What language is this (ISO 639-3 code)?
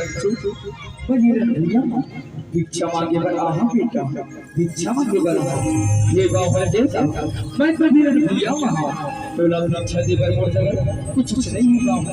hne